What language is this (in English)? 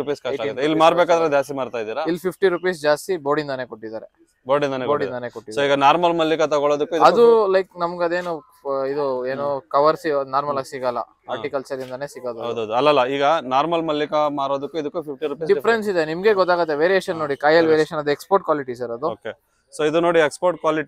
Kannada